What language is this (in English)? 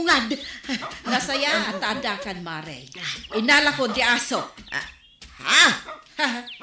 Iloko